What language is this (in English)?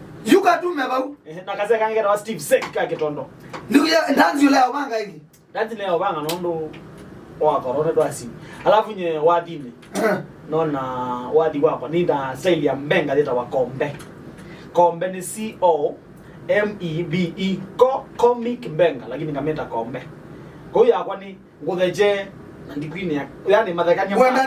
Kamba